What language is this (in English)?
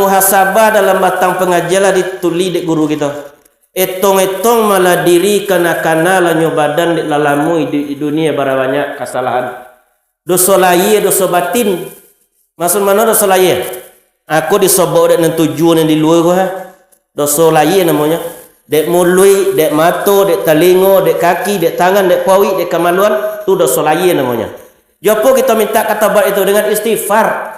Minangkabau